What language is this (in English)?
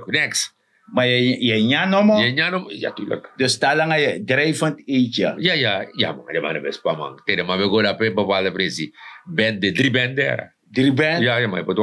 Sranan Tongo